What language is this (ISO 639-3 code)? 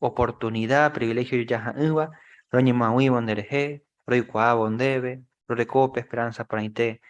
grn